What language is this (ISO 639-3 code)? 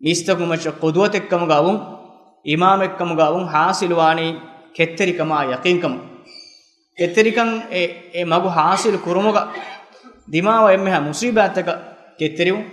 div